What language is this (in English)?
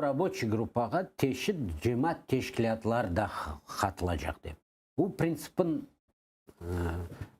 Crimean Tatar